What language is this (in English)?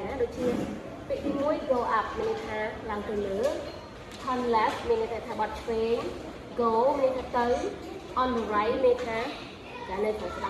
Khmer